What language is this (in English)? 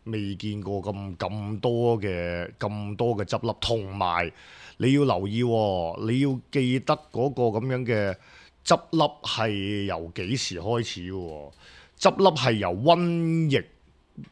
Cantonese